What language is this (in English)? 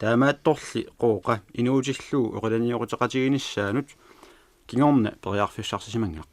Kalaallisut